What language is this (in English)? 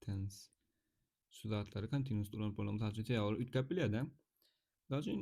Turkmen